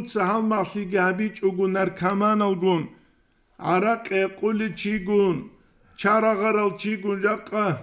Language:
Avaric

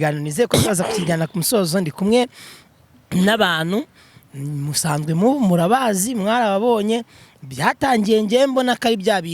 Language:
Kinyarwanda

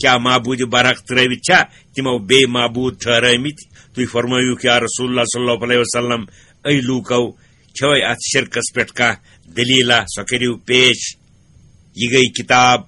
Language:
Kashmiri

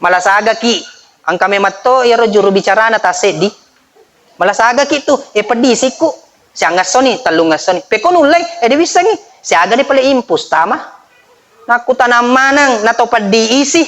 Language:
Buginese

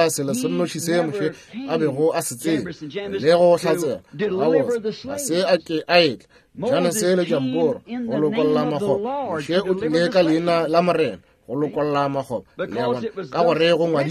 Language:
Northern Sotho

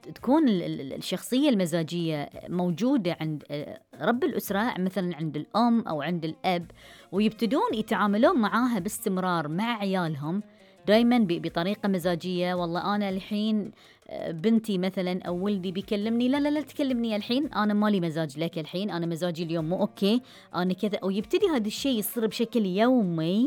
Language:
Gulf Arabic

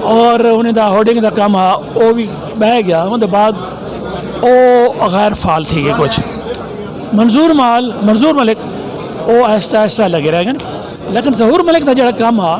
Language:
Saraiki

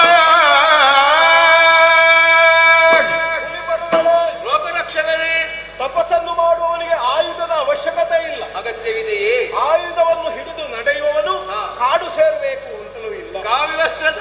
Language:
Kannada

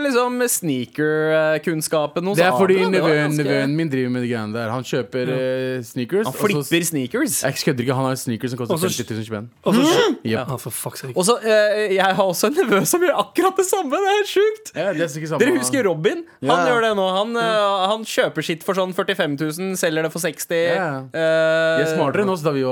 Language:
Norwegian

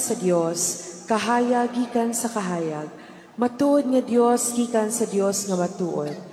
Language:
Cebuano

